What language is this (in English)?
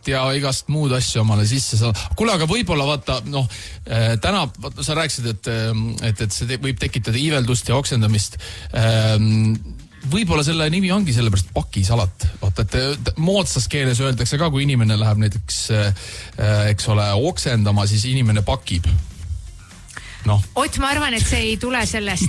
Estonian